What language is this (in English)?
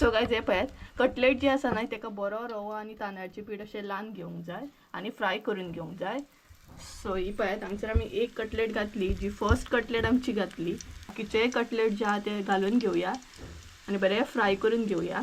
Konkani